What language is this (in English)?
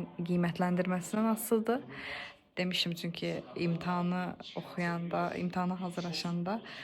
Azerbaijani